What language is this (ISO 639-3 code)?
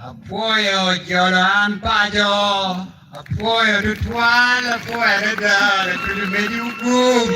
ach